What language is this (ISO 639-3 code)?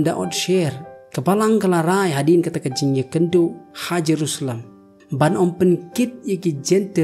kha